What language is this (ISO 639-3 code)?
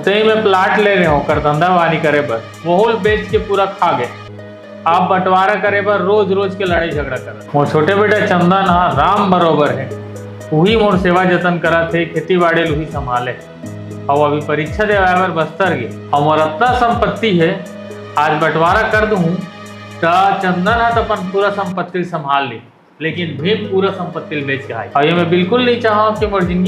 hne